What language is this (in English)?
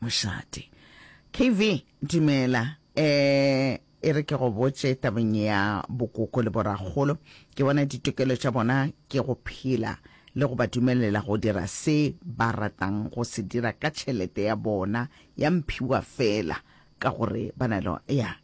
Northern Sotho